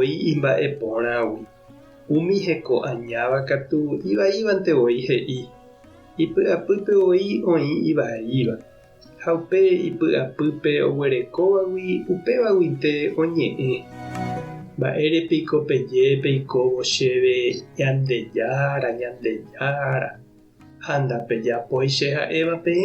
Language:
Guarani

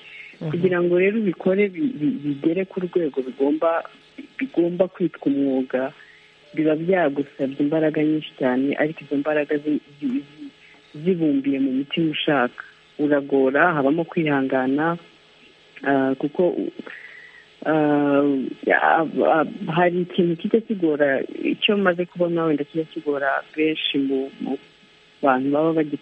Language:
Kinyarwanda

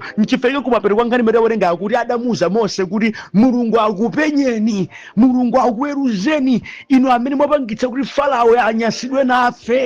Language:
Nyanja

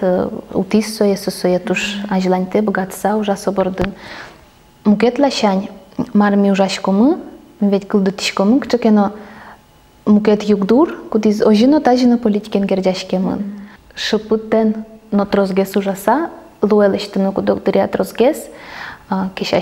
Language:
Udmurt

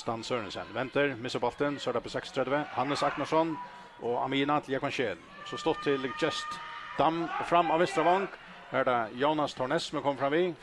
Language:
Faroese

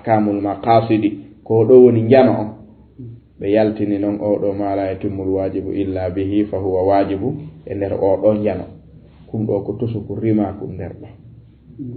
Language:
Fula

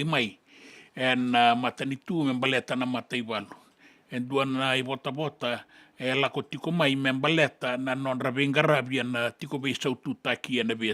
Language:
Fijian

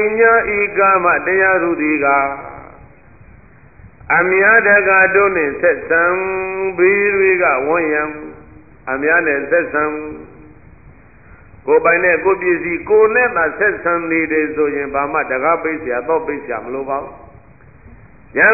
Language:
Burmese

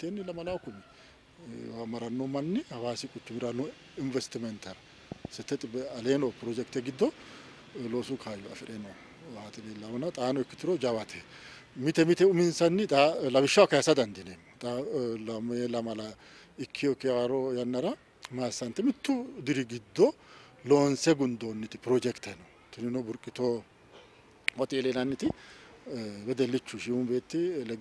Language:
Sidamo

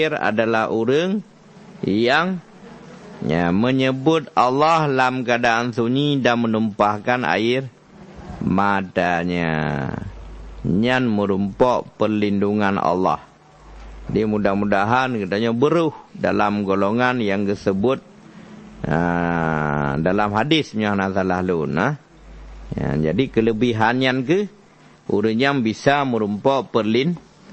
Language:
Achinese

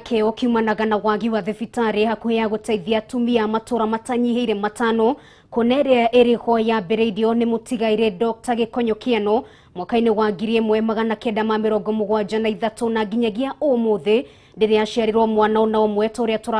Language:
Kikuyu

